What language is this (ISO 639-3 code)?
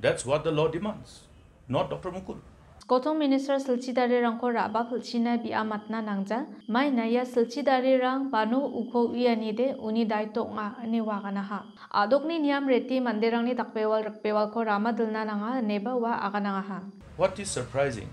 grt